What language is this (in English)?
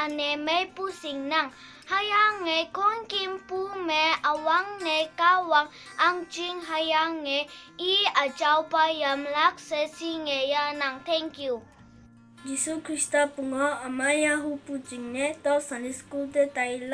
Konyak Naga